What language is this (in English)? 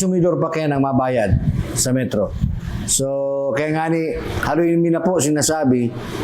Bikol